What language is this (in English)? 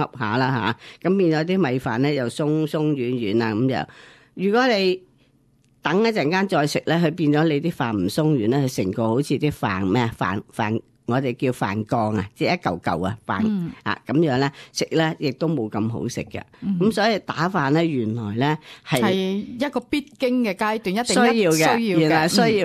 Cantonese